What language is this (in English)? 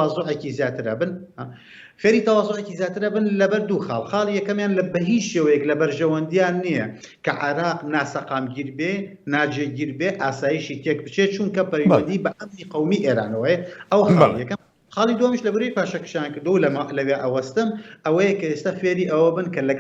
Central Kurdish